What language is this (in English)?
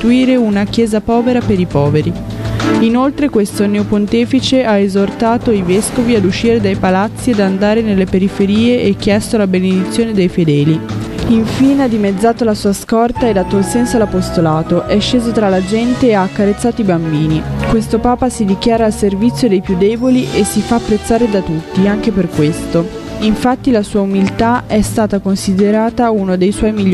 Italian